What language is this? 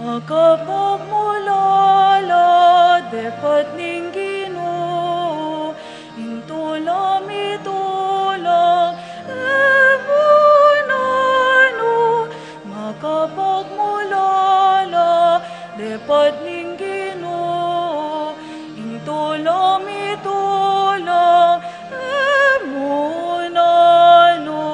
Pampanga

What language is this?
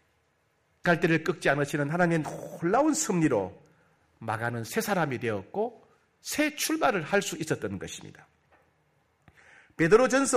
Korean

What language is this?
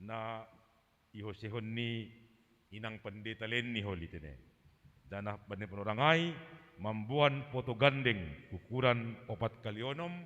Batak Simalungun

